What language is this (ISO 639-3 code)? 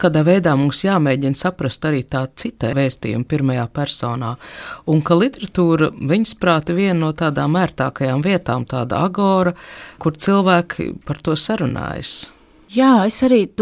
lav